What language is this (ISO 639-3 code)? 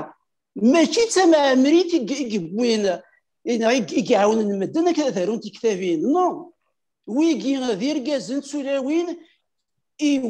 kab